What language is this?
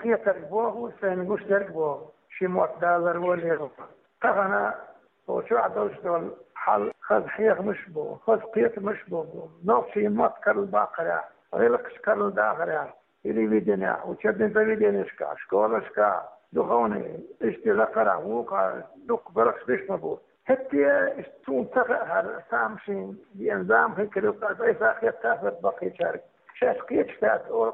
Chechen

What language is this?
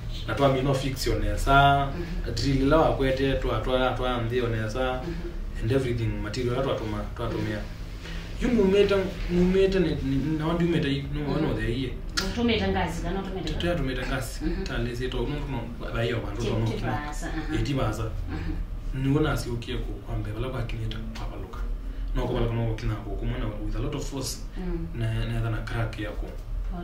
Kamba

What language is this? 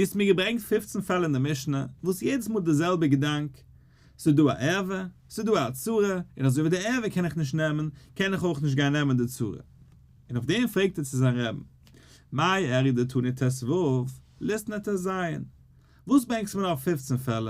Yiddish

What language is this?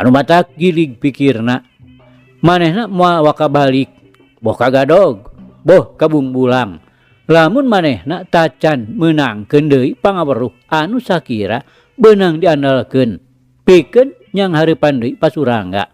Sundanese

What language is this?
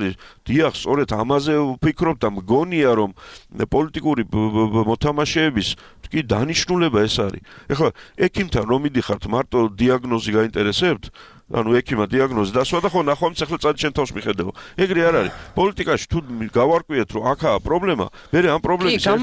Georgian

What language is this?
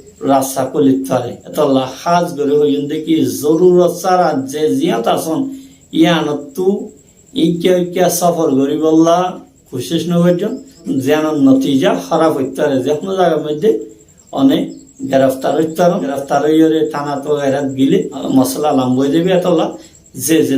Rohingya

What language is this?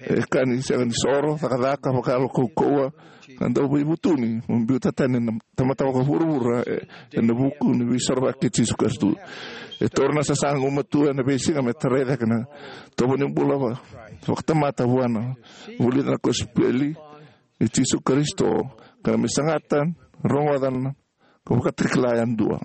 Fijian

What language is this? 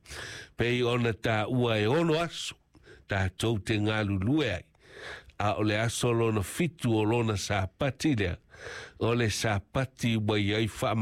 Samoan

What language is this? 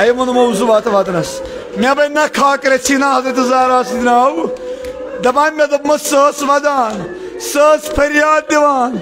Kashmiri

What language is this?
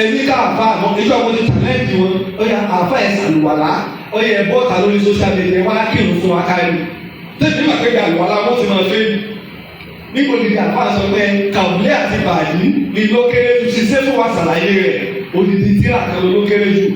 Yoruba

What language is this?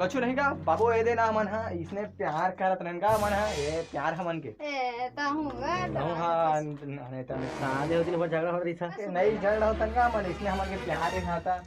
Chhattisgarhi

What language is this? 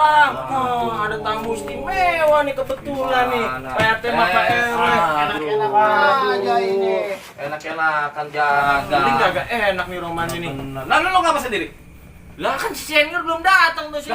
Betawi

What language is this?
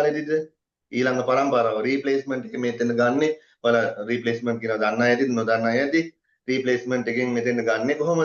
Sinhala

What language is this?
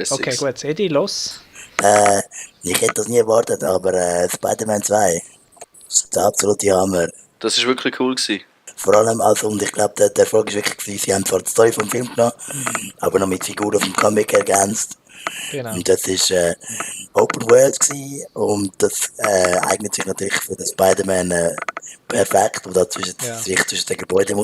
Swiss German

